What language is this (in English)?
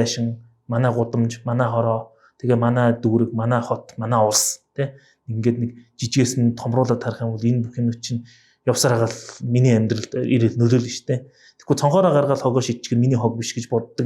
Mongolian